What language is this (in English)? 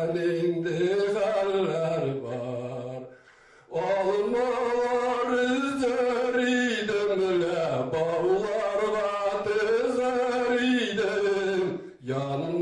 Tatar